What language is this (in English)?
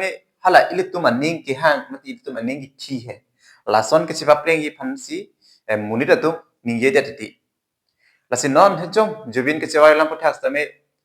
Karbi